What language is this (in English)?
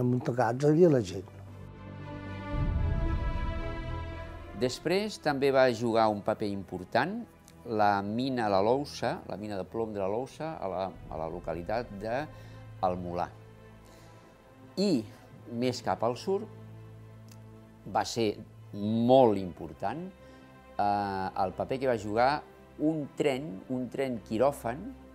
Catalan